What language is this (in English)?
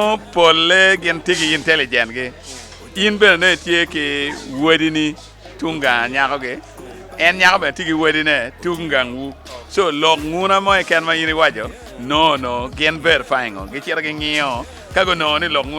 Acoli